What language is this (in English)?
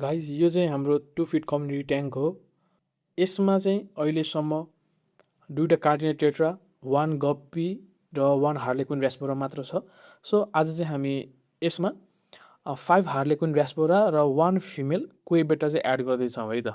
Nepali